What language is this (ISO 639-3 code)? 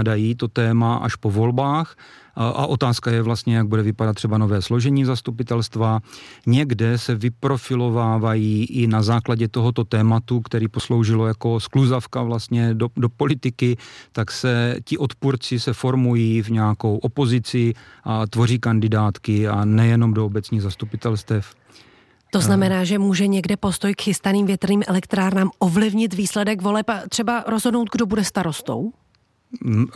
ces